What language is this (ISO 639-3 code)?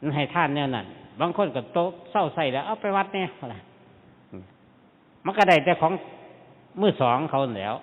tts